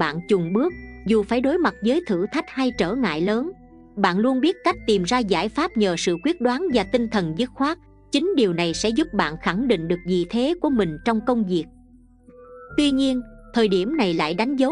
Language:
Vietnamese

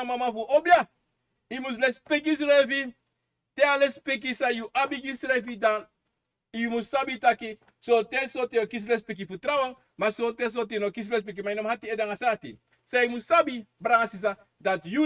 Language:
Sranan Tongo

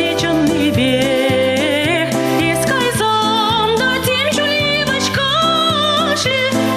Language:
Chuvash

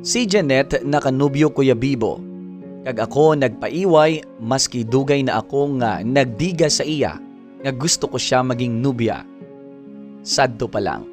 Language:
Hiligaynon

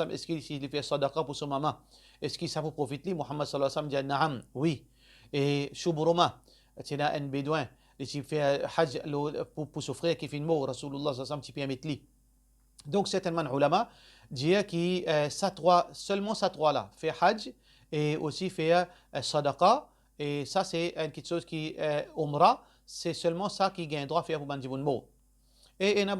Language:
Morisyen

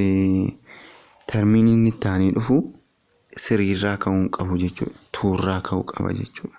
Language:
Oromo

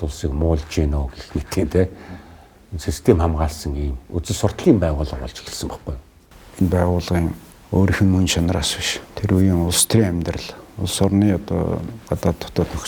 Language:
Mongolian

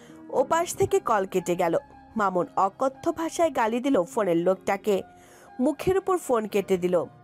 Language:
Bangla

